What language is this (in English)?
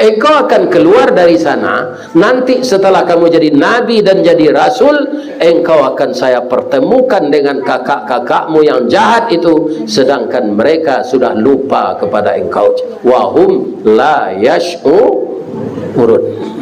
Minangkabau